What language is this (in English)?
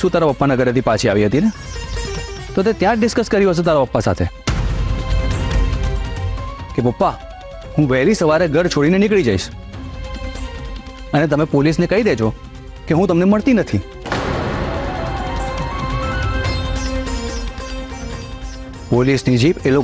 Gujarati